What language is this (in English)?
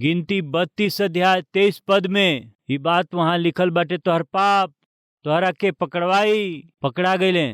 Bhojpuri